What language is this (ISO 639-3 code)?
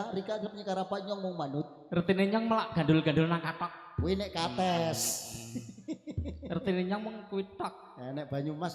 jav